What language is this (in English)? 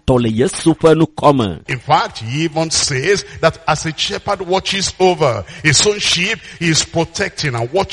Ewe